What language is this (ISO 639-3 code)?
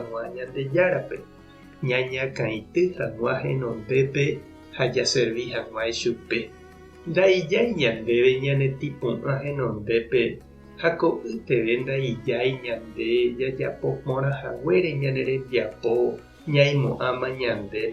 grn